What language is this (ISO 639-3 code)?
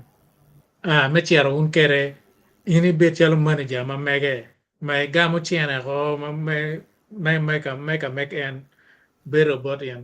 ach